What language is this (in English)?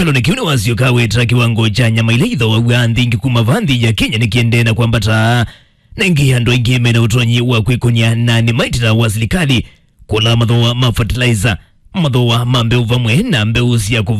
Kamba